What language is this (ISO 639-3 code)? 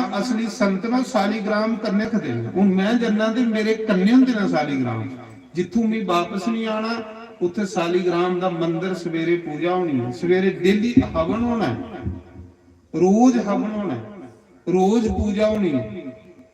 doi